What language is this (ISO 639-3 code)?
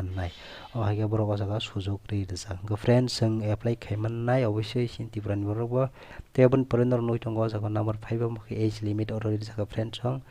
trp